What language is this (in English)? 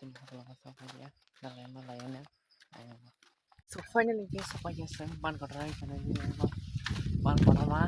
Kok Borok